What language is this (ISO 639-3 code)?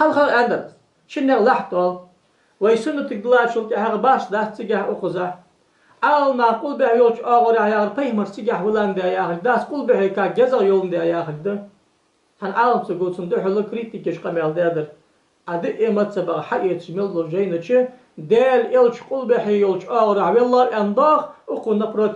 inh